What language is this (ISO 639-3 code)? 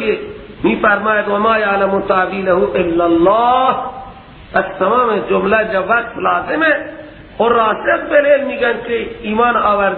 fas